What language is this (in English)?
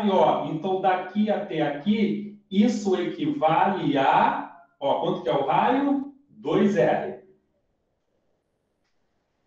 Portuguese